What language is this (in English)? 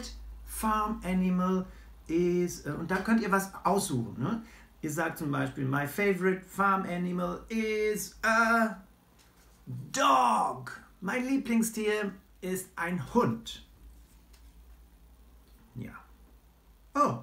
German